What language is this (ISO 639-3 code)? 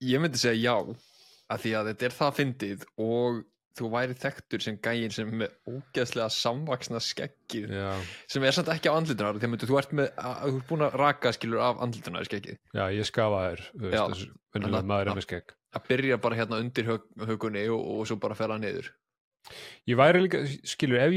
isl